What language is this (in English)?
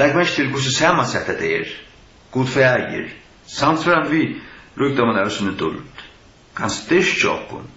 Faroese